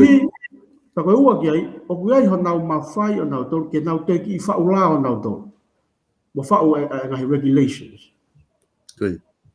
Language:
Tongan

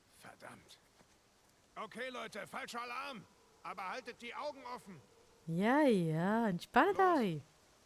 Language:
Swiss German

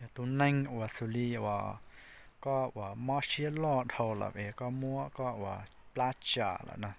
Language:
Hmong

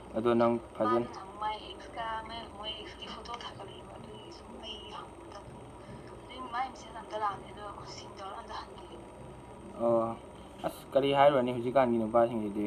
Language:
Manipuri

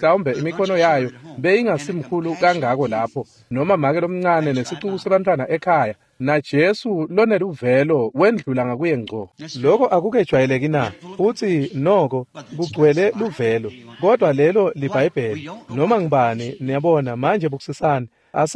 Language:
Swati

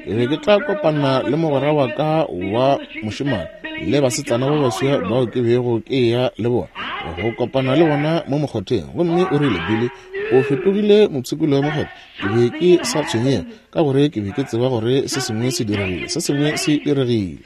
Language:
Northern Sotho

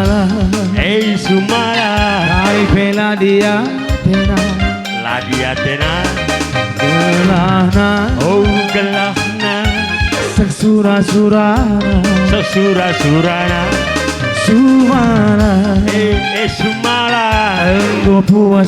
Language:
Batak Karo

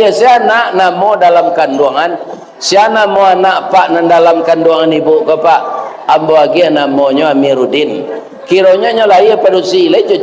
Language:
Minangkabau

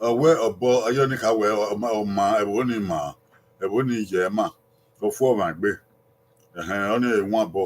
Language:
Bini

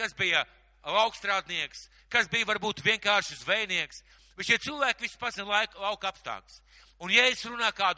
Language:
Latvian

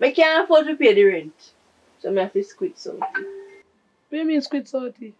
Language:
Jamaican Creole English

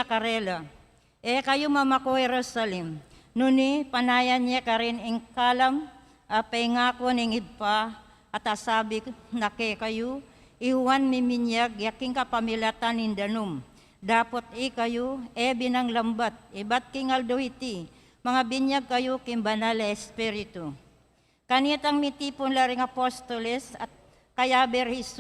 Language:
Pampanga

